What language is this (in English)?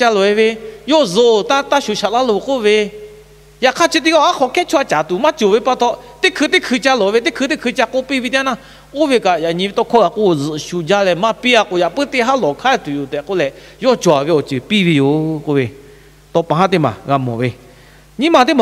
Lahu